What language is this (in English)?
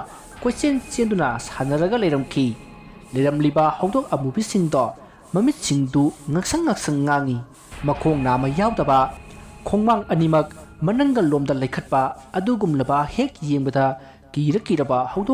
Manipuri